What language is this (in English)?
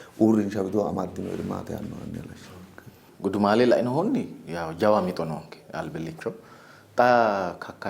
Sidamo